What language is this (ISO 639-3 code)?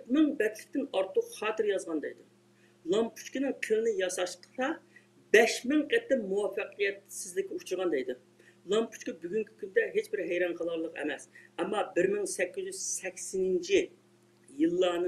uig